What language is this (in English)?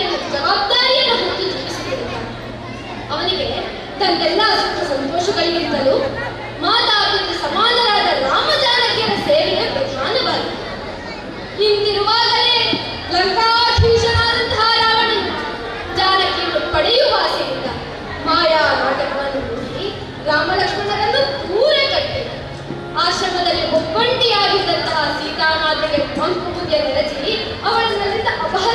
Kannada